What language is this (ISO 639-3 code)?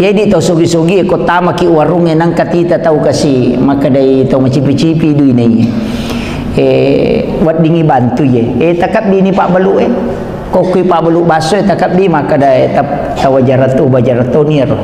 bug